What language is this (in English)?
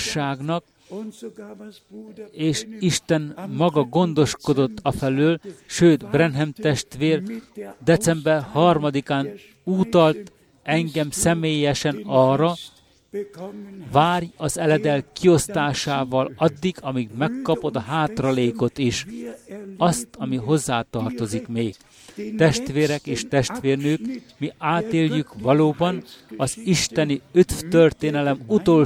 Hungarian